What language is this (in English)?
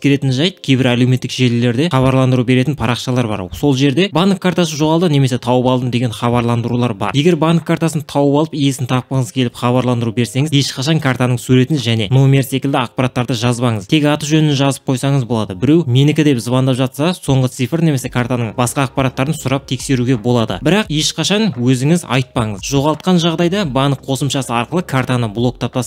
Kazakh